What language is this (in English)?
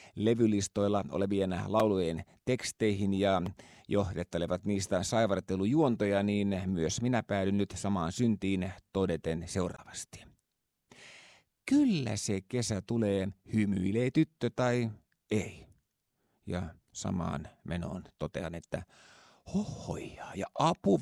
Finnish